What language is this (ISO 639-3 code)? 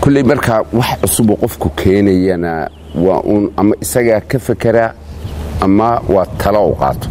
som